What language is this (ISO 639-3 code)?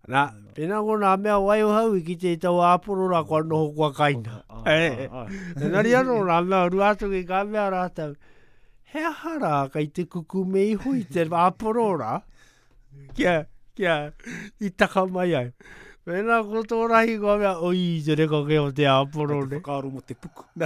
lav